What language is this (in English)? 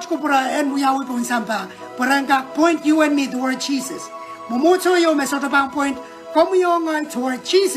Pohnpeian